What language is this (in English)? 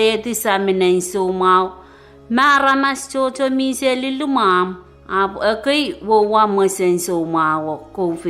Pohnpeian